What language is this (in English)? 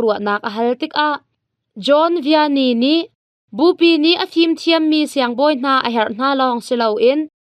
Hakha Chin